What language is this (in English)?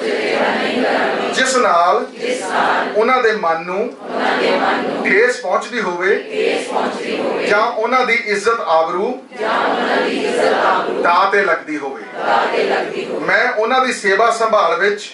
Punjabi